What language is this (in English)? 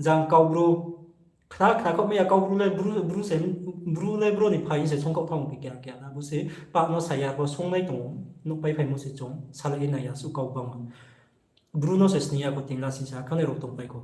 Riang (India)